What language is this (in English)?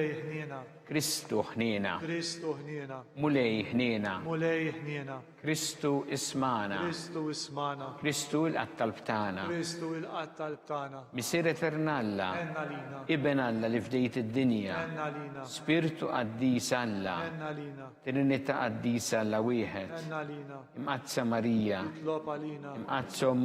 Maltese